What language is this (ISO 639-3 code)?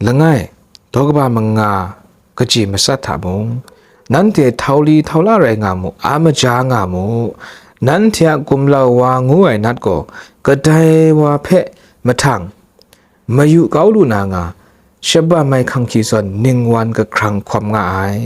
kac